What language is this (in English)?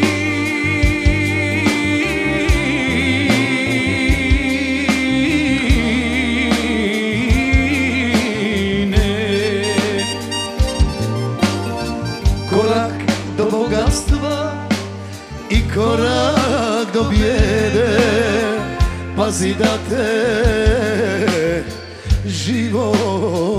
Croatian